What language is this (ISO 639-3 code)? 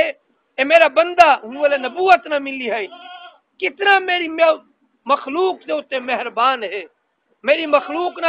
skr